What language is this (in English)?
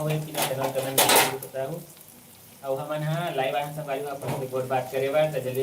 Chhattisgarhi